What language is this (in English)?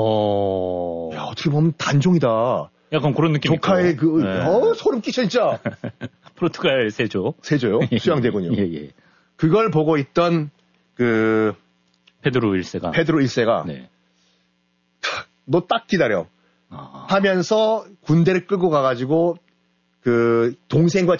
Korean